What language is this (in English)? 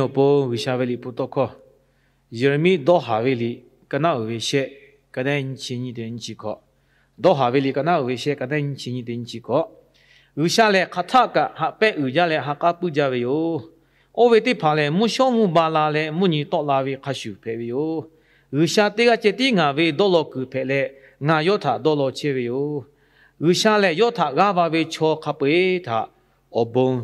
Lahu